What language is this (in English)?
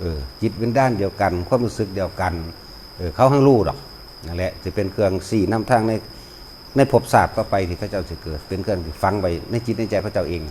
Northeastern Thai